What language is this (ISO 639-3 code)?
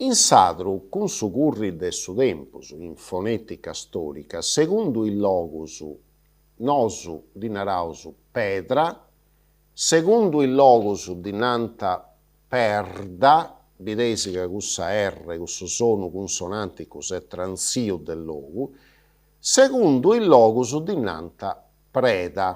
srd